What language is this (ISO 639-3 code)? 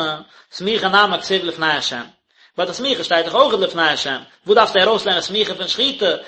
yid